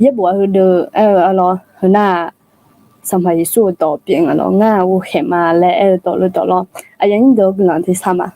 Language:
Akha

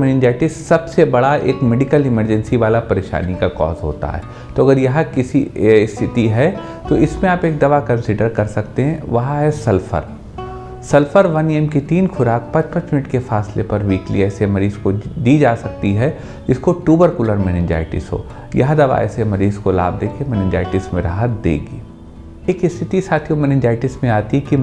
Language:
Hindi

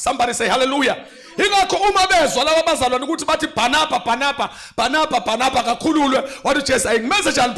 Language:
Zulu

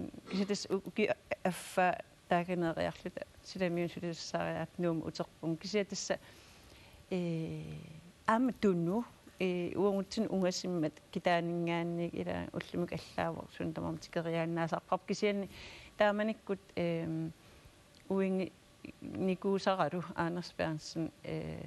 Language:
Kalaallisut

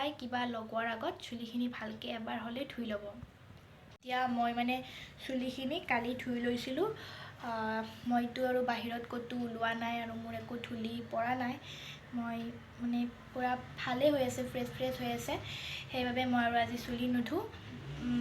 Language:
Assamese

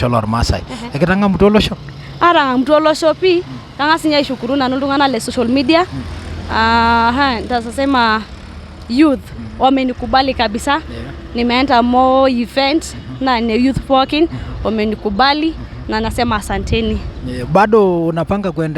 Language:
Masai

